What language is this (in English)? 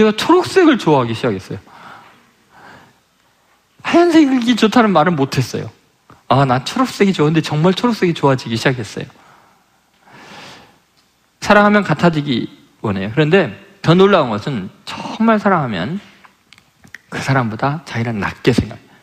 Korean